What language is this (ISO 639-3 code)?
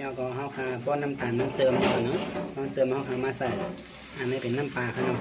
shn